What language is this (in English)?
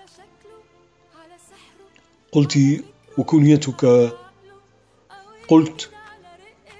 Arabic